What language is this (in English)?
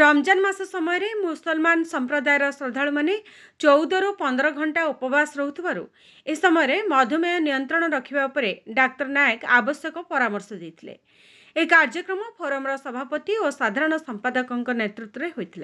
Odia